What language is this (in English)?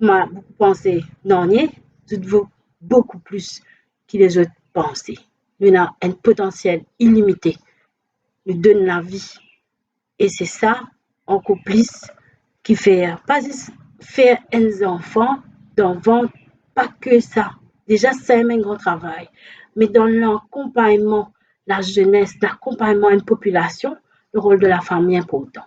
Morisyen